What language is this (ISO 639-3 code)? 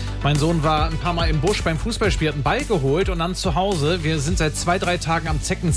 deu